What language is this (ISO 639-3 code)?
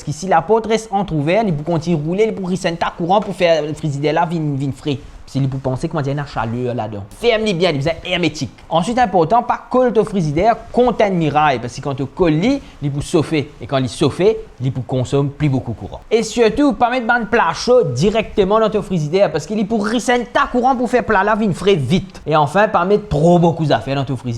mfe